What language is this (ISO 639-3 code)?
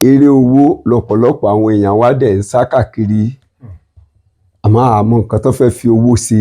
yor